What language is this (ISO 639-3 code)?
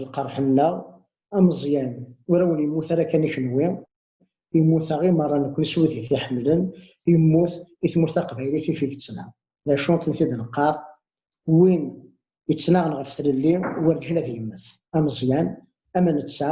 kab